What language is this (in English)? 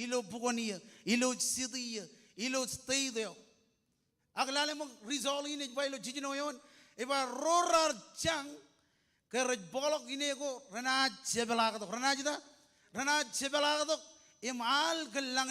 Marshallese